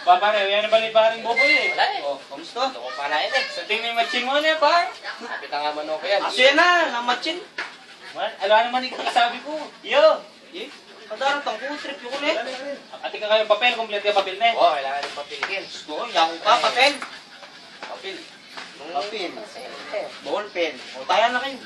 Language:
Pampanga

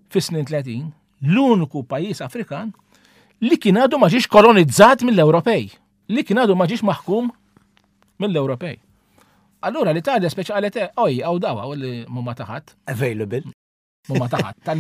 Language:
Maltese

